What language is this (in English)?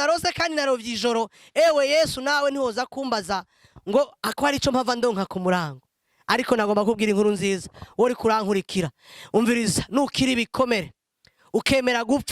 Rundi